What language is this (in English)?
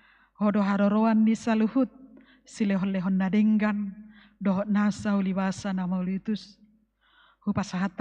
Batak Toba